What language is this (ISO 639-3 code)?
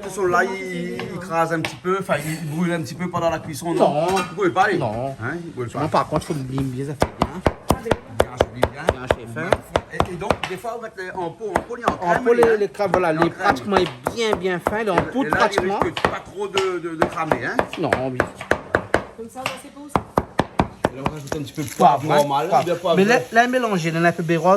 rcf